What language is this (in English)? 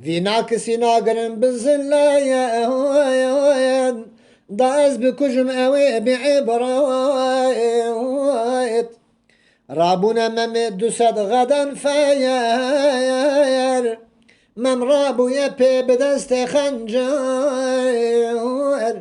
Kurdish